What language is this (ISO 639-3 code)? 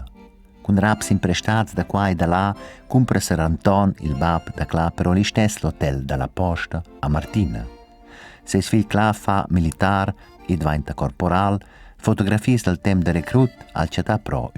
roh